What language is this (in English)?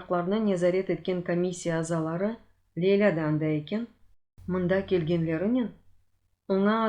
Crimean Tatar